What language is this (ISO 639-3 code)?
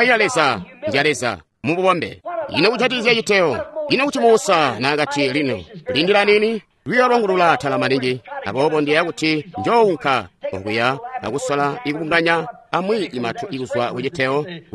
toi